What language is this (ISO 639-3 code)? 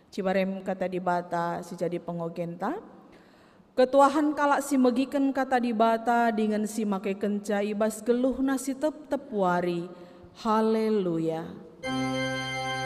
btx